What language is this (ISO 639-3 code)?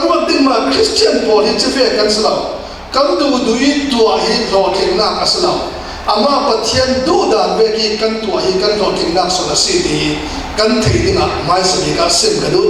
cfm